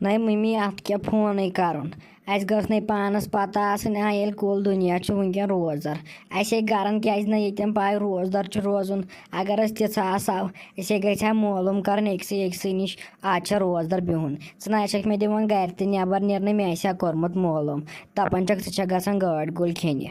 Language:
Kashmiri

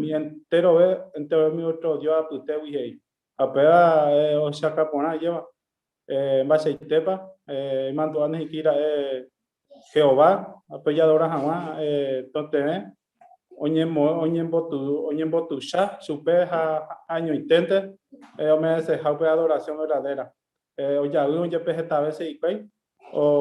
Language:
Guarani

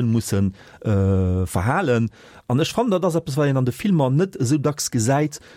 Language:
Luxembourgish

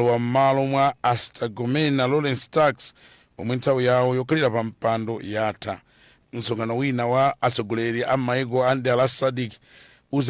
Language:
Nyanja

